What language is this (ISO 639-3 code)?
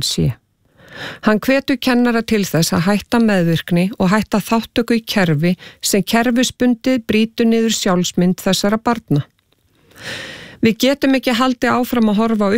isl